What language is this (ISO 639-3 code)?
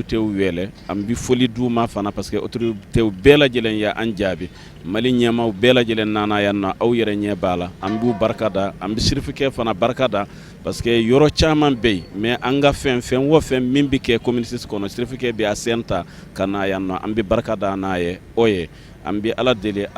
bam